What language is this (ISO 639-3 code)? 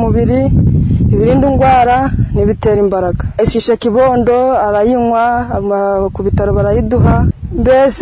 kin